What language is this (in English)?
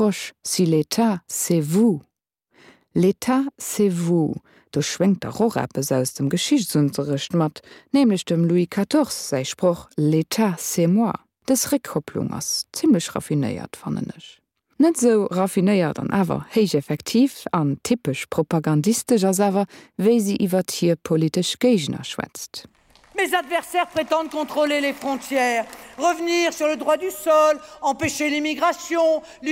Luxembourgish